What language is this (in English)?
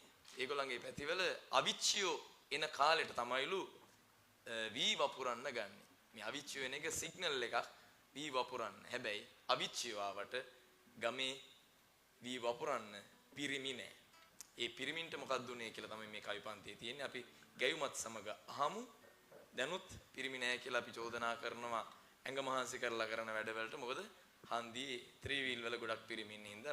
Sinhala